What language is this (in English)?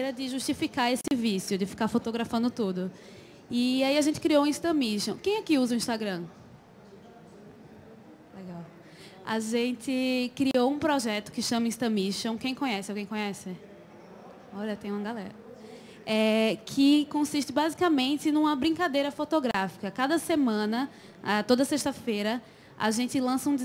Portuguese